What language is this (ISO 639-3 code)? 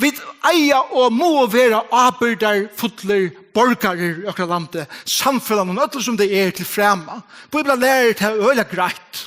fao